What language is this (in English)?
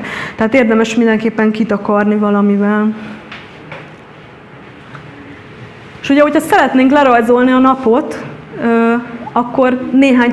Hungarian